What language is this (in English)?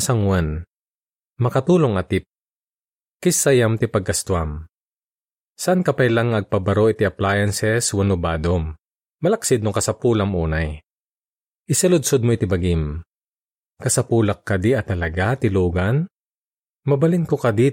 Iloko